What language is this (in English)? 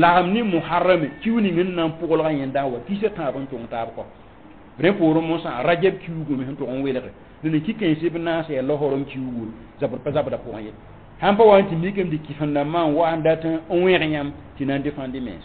Mossi